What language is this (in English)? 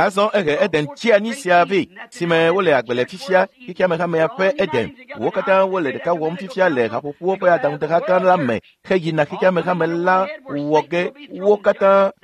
Ewe